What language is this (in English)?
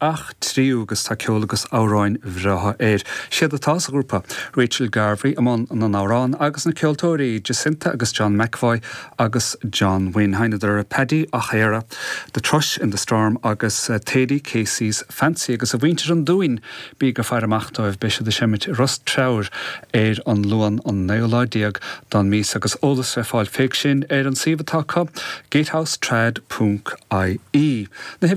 Irish